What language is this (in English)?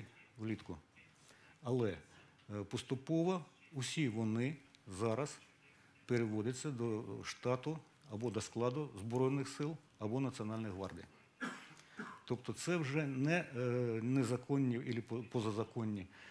Ukrainian